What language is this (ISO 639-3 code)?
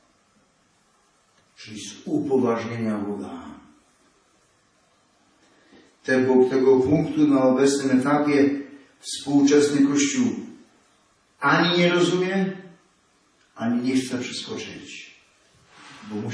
pol